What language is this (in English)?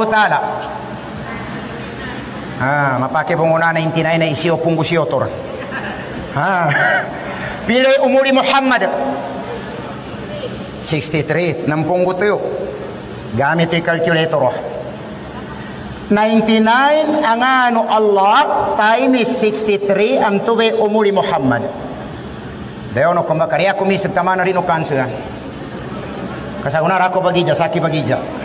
Maguindanaon